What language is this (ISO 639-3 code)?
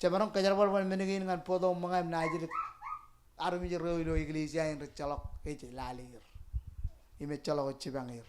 mah